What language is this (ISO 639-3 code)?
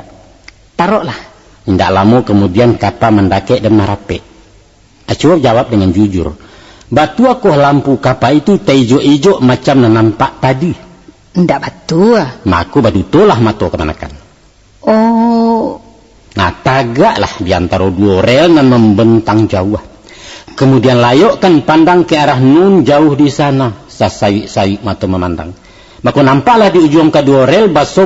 min